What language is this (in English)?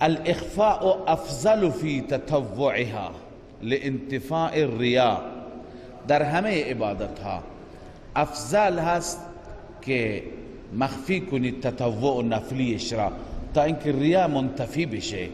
Persian